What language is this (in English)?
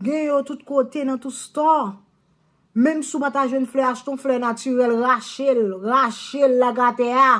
Haitian Creole